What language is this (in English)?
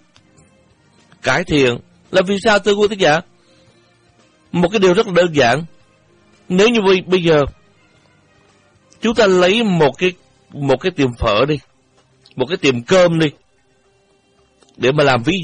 Vietnamese